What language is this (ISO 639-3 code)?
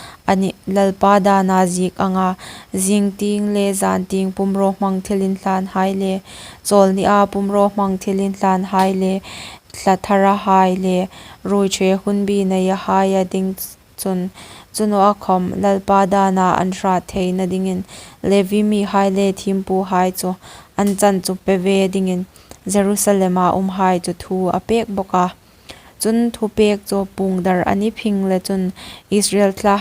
hmr